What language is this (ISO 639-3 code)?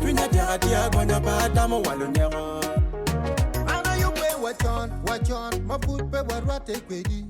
ach